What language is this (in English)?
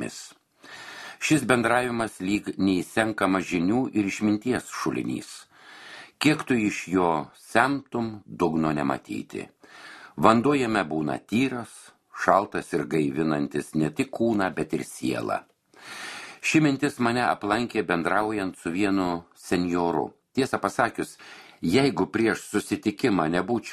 Lithuanian